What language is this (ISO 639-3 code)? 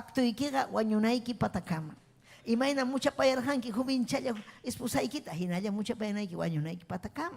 quy